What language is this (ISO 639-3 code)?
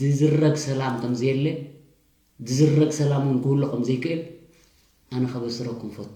tir